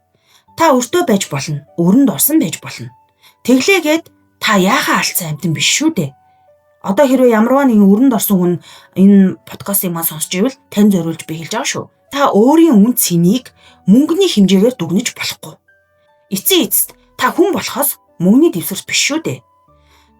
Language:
Mongolian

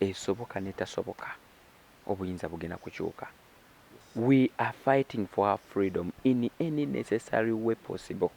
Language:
Ganda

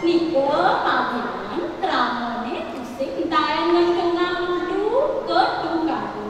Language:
Balinese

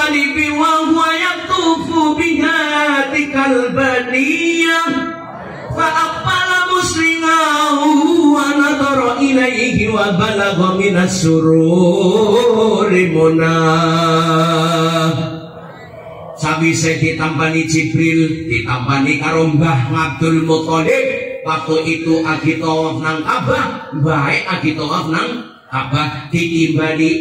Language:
Javanese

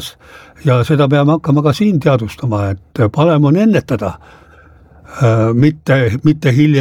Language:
Estonian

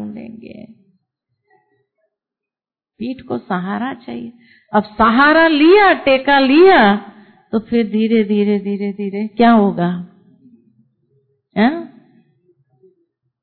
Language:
Hindi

